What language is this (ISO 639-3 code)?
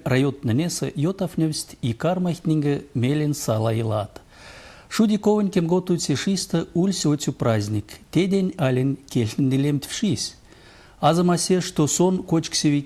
myv